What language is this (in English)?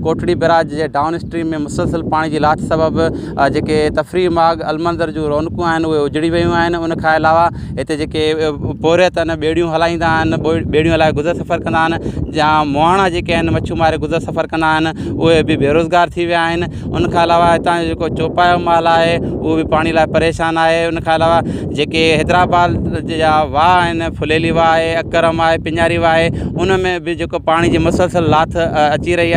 Sindhi